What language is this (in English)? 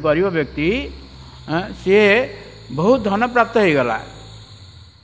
Odia